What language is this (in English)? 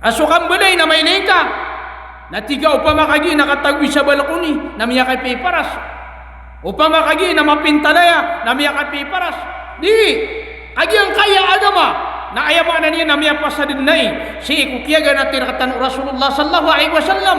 Maranao